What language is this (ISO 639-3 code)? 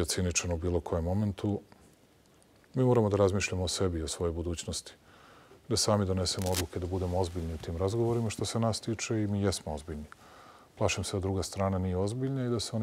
srp